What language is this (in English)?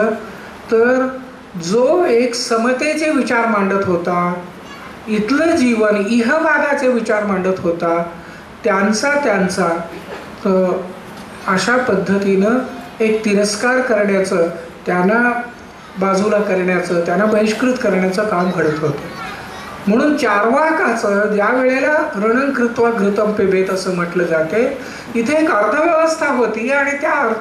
Marathi